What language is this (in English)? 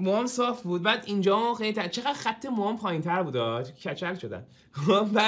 Persian